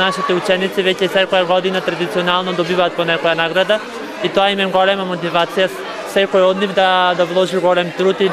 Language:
Macedonian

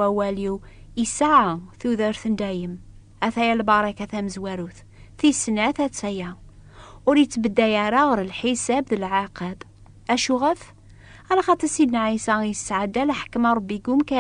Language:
Kabyle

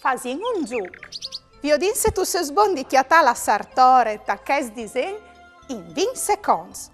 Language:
Friulian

